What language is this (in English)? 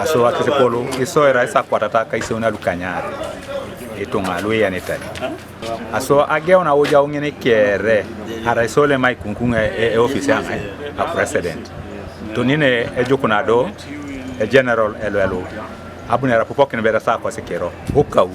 Teso